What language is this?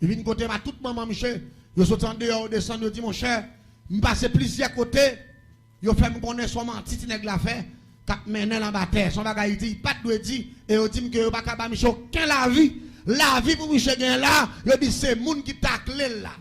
Haitian Creole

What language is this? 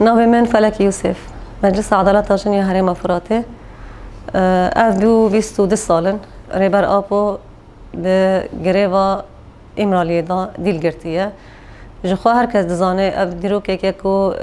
Kurdish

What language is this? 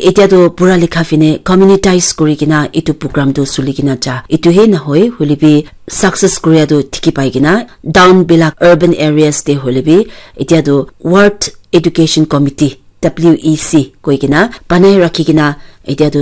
Naga Pidgin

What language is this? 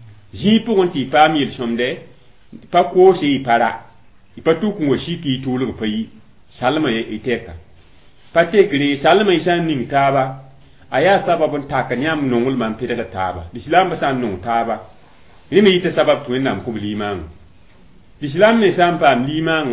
Mossi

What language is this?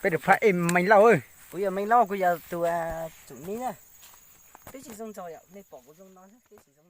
Hmong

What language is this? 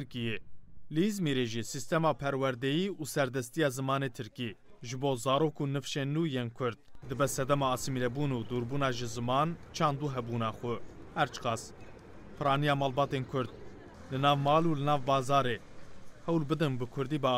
Kurdish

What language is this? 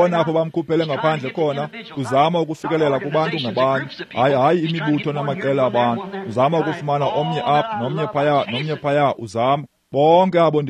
Xhosa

